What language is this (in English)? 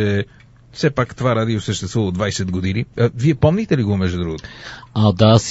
Bulgarian